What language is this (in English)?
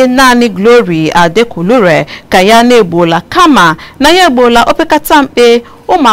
Igbo